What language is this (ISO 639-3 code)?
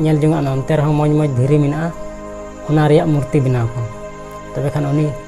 sat